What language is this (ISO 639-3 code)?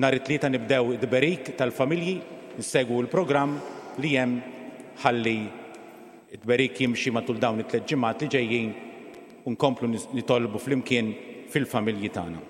mlt